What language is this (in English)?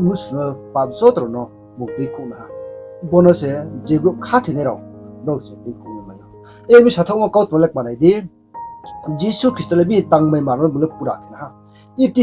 Riang (India)